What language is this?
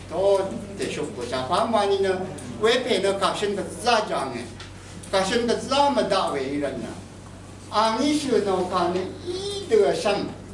Rawang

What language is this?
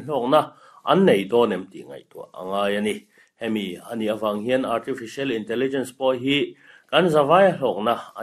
Mizo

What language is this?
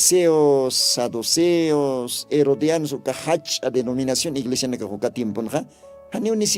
Aymara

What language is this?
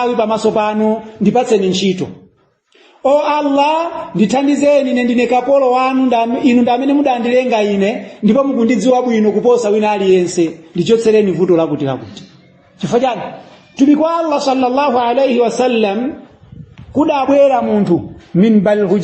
Nyanja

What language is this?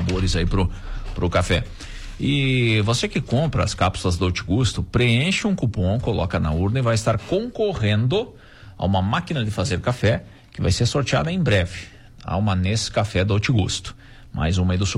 Portuguese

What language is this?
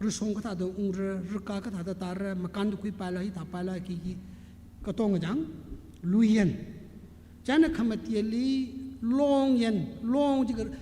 Tangkhul Naga (India)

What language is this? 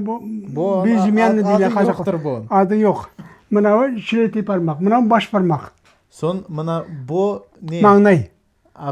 Crimean Tatar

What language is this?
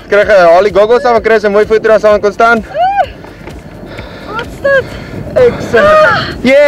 Afrikaans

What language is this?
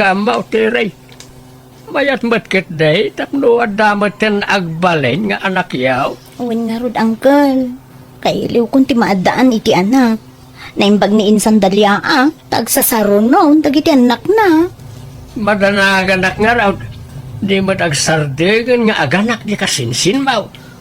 Iloko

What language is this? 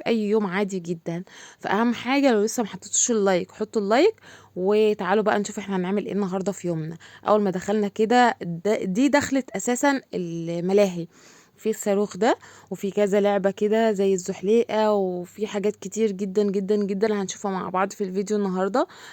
Egyptian Arabic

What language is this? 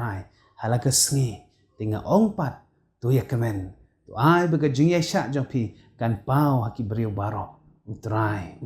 Khasi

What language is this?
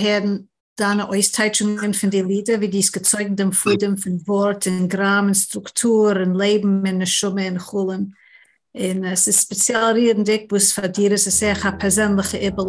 Yiddish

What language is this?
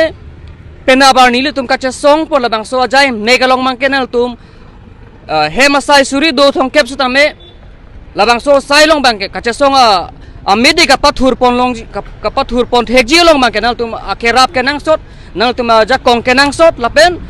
Karbi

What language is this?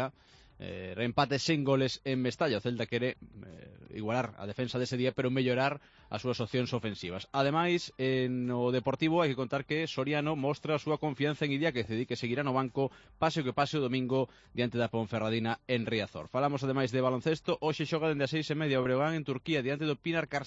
Galician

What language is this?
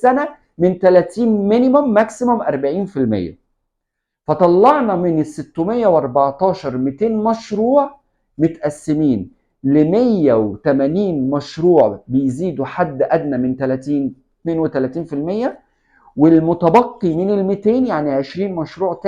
Egyptian Arabic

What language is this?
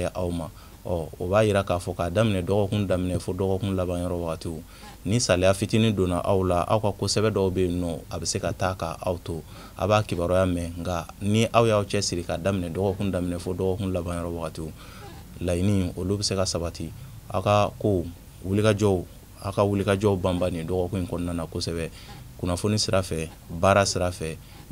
Bambara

